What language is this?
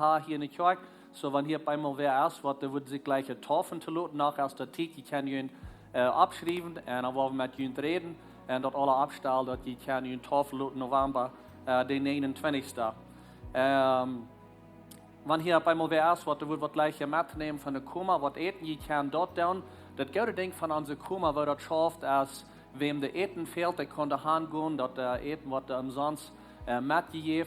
Plautdietsch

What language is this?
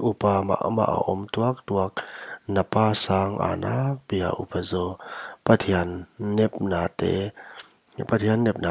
Paite Chin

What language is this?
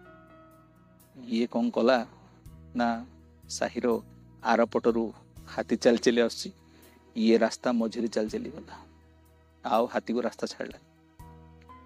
Odia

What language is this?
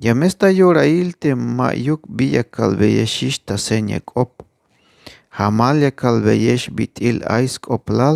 Tzeltal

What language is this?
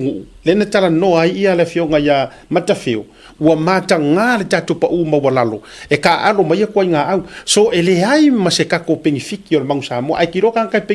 Samoan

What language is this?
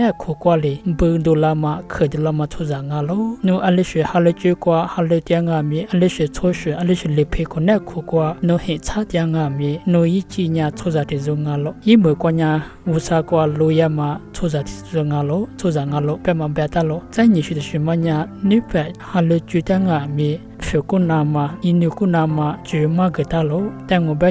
Lisu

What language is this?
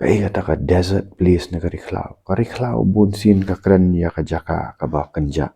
Khasi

